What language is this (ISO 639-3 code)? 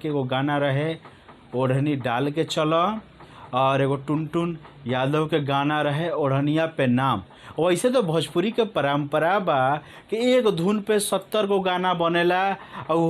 bho